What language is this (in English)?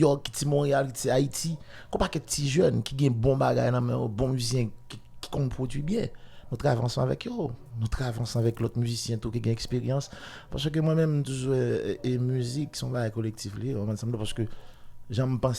Haitian Creole